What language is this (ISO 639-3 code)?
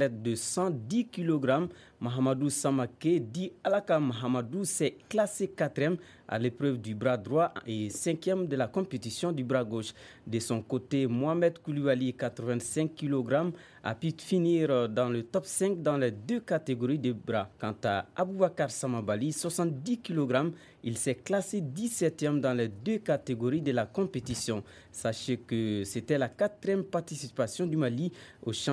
fra